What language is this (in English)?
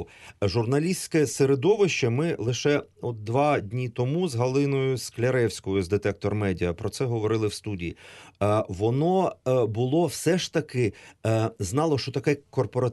Ukrainian